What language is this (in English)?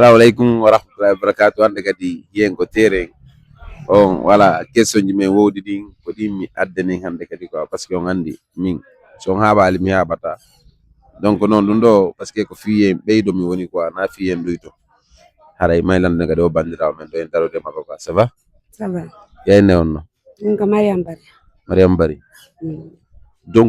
Fula